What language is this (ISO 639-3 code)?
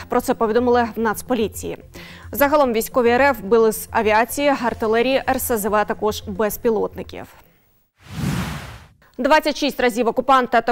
ukr